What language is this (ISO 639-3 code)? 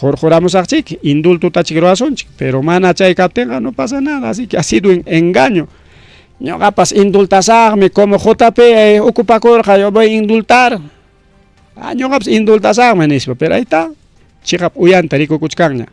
quy